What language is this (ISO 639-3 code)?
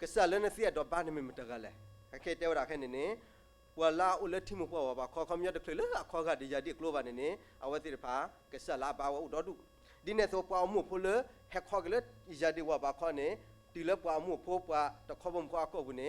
ksw